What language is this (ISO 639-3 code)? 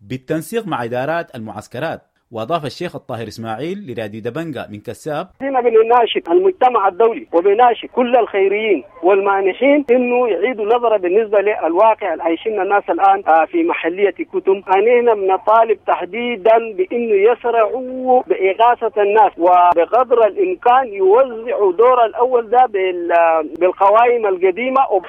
apd